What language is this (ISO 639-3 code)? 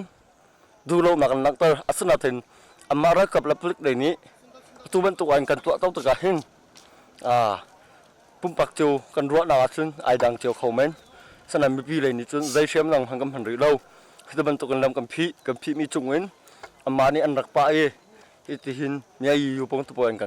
cnh